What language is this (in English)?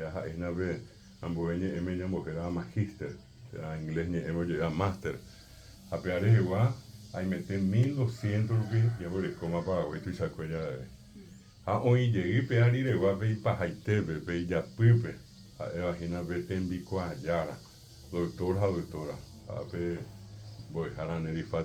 Guarani